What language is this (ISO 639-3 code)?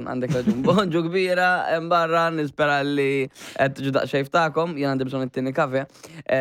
mlt